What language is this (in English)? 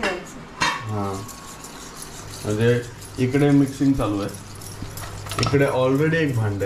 Marathi